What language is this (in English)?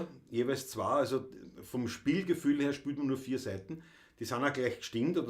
Bavarian